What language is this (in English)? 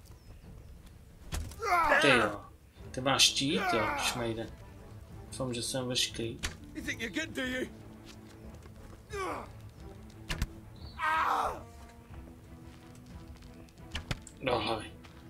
Czech